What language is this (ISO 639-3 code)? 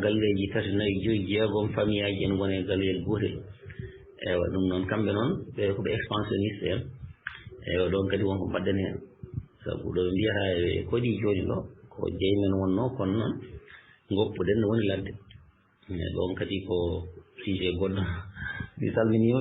ful